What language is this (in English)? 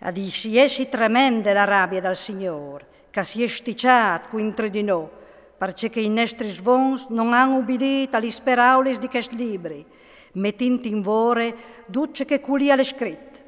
Friulian